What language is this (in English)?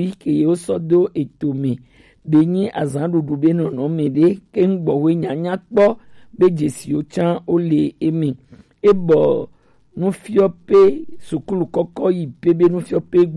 Gen